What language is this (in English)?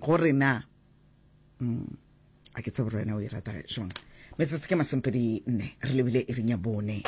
Northern Sotho